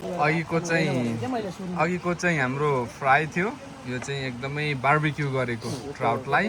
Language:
Nepali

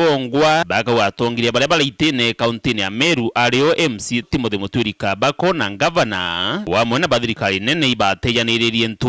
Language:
Meru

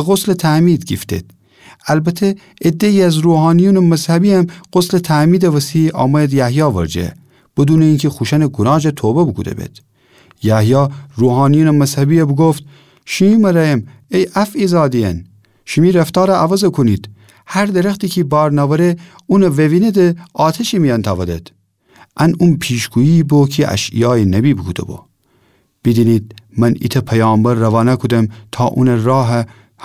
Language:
Gilaki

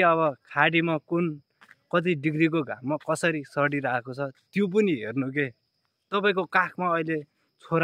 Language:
Nepali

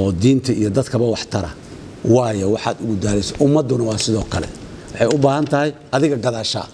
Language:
Somali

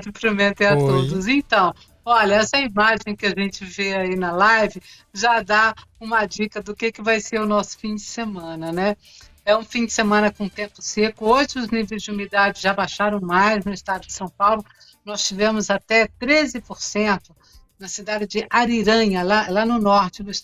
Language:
Portuguese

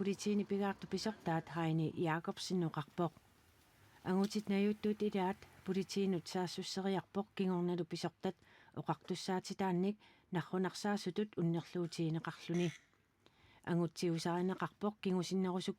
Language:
Kalaallisut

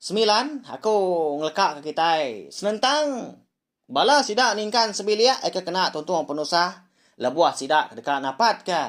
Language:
Iban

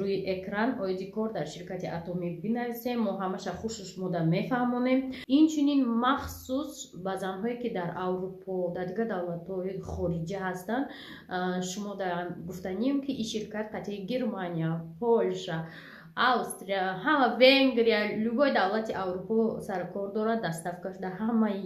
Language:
Tajik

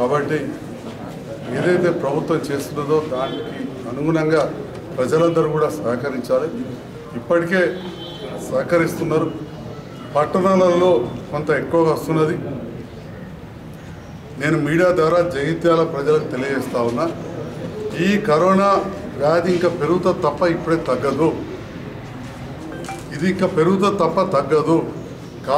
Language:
Telugu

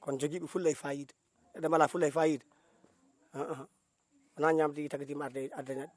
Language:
Fula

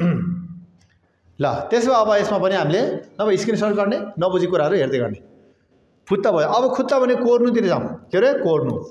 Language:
Nepali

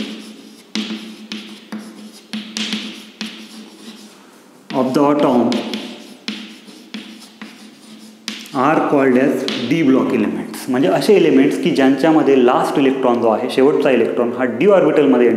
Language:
Marathi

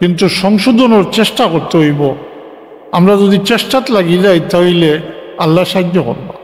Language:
Sylheti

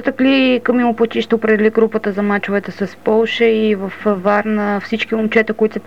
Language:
Bulgarian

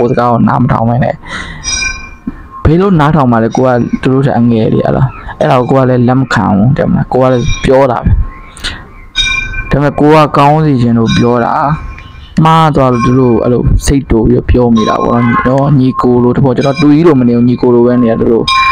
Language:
Burmese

